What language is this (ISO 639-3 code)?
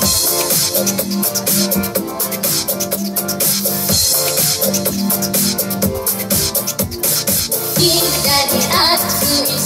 jpn